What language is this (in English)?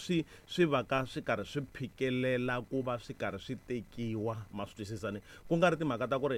Tsonga